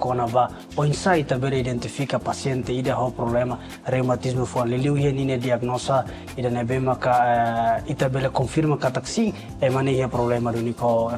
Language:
Tetum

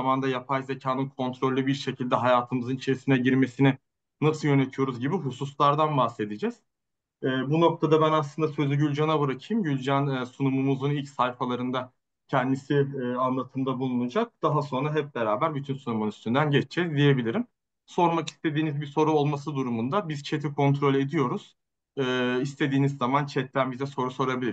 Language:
Turkish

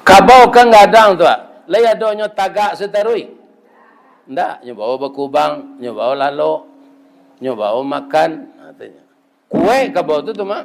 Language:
Minangkabau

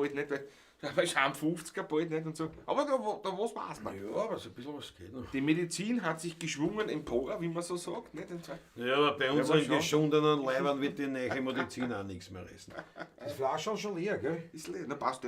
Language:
Bavarian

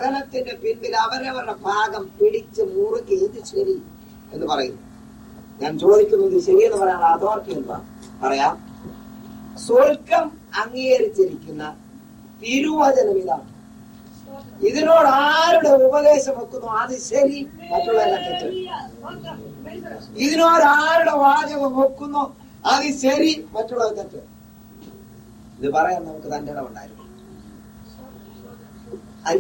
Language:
Malayalam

